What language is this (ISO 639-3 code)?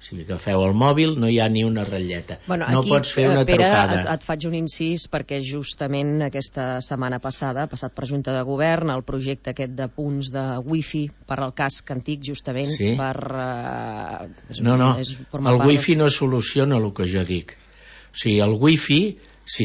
cat